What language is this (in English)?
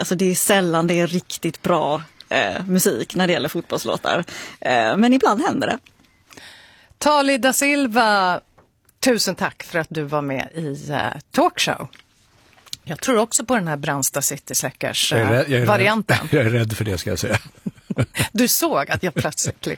Swedish